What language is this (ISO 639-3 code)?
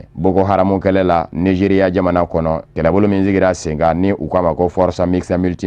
bam